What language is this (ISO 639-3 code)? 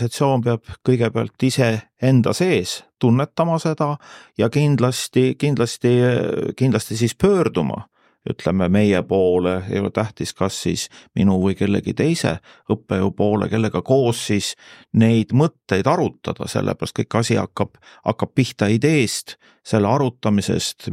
est